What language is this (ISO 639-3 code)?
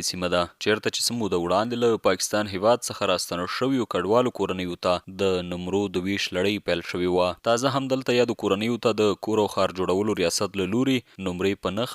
pus